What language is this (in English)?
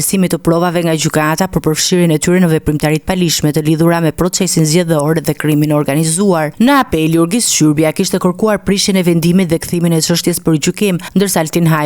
Albanian